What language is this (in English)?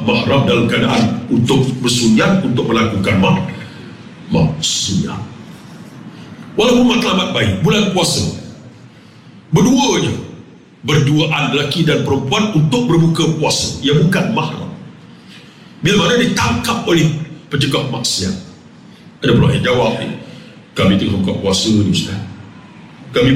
Malay